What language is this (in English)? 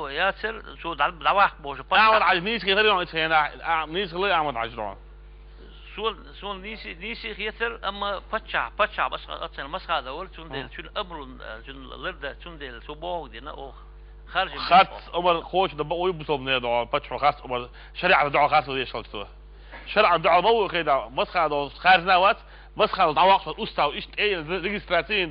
Chechen